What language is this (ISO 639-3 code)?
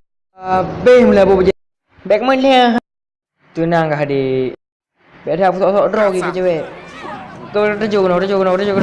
ace